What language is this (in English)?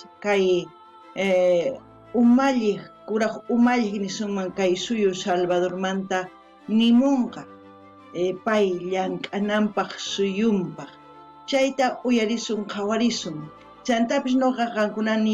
South Bolivian Quechua